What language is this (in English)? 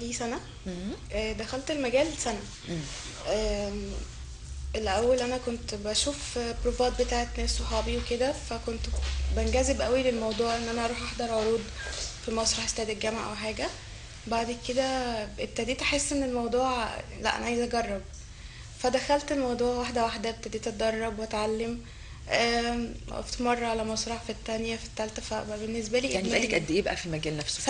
Egyptian Arabic